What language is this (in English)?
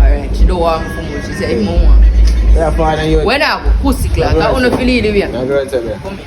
Jamaican Creole English